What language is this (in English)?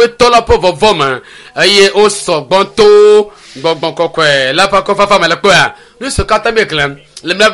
Ewe